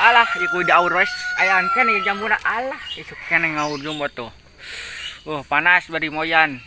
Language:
Sundanese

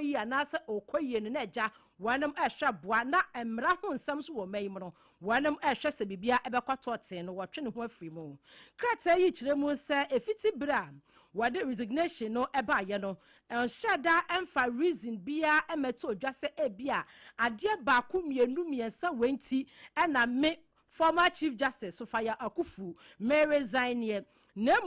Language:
Akan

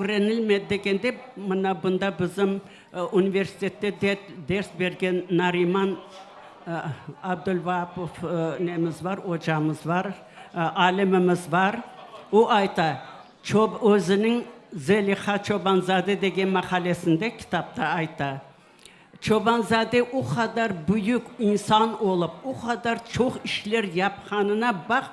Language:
Crimean Tatar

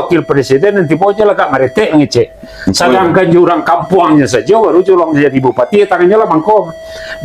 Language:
Minangkabau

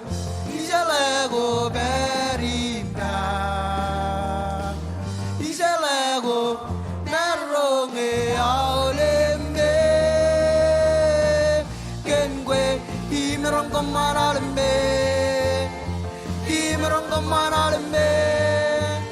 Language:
Marshallese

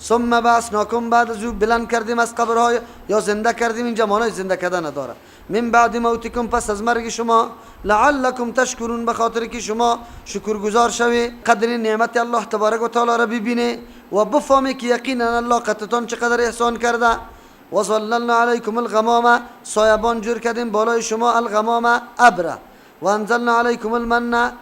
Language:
Persian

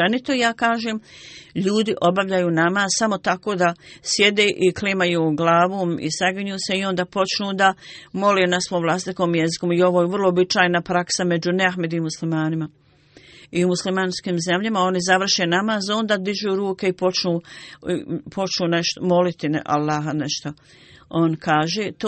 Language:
Bosnian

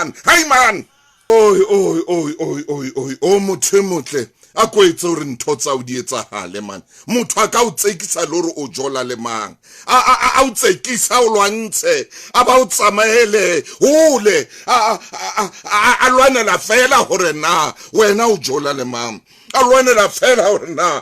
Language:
Southern Sotho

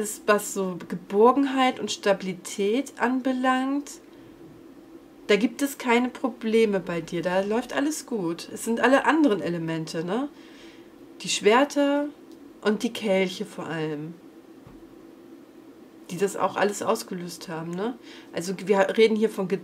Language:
German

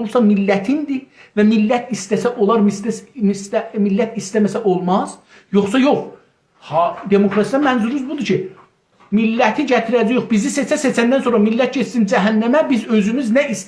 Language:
South Azerbaijani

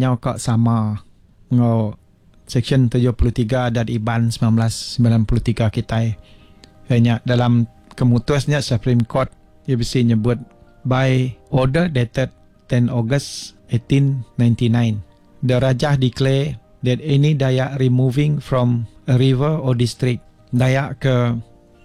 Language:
Iban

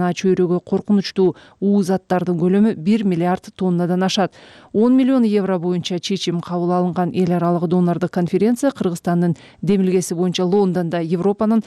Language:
Kyrgyz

